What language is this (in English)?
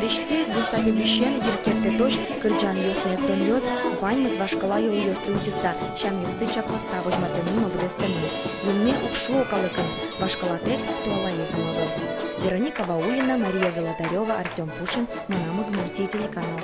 Udmurt